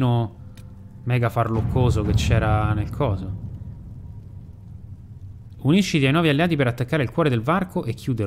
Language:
Italian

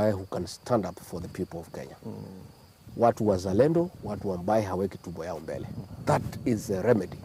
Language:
Meru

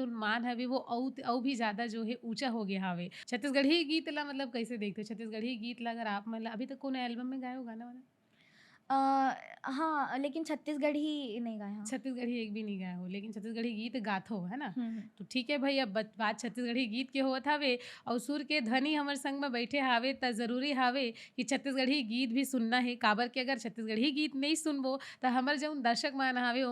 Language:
Chhattisgarhi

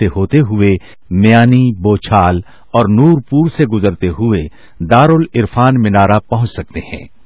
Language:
Urdu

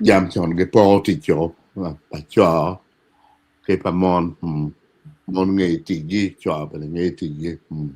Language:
Acoli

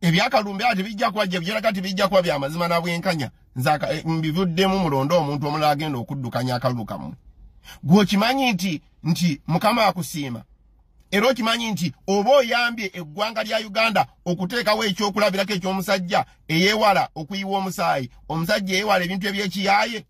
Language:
Ganda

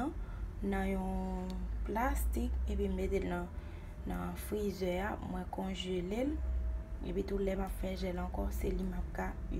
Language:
Haitian Creole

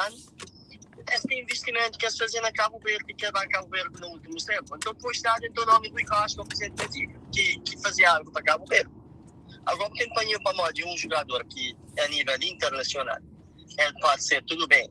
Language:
Kabuverdianu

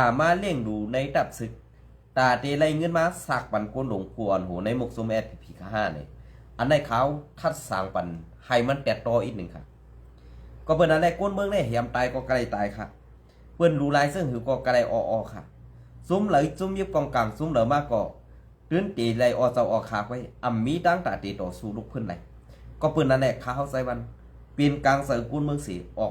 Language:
Shan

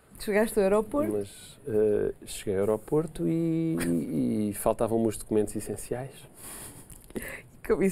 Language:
Portuguese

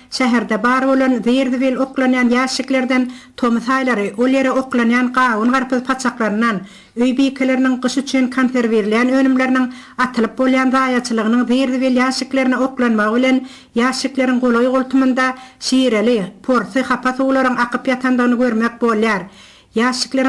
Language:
Turkmen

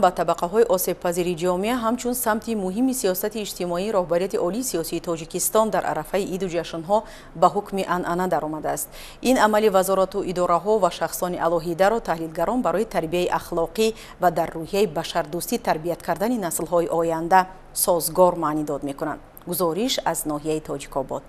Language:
Tajik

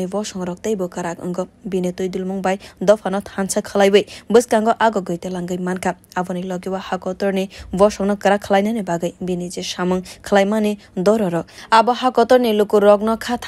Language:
Kok Borok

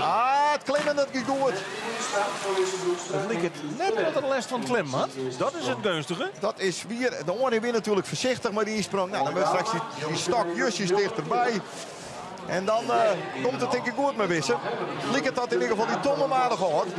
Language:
Western Frisian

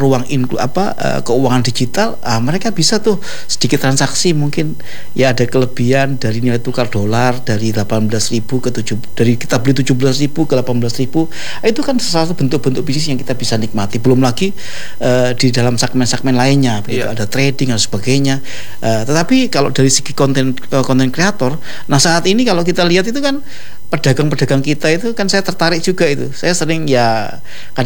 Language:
Indonesian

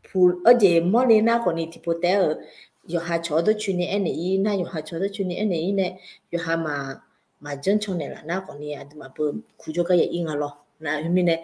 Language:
Akha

